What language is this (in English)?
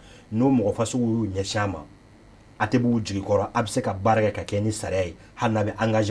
Bambara